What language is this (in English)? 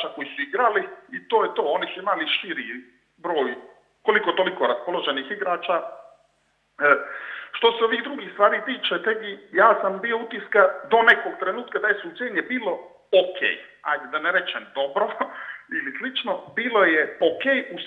Serbian